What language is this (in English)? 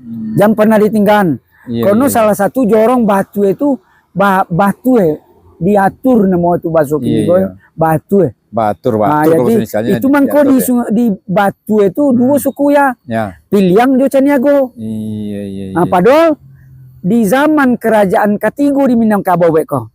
Minangkabau